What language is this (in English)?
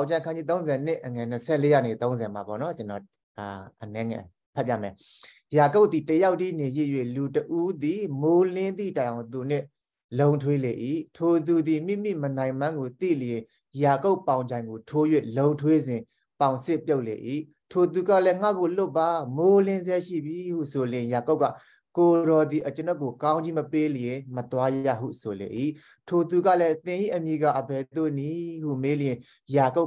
Burmese